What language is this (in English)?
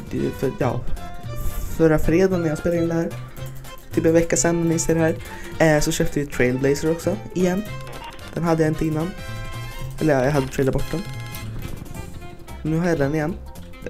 Swedish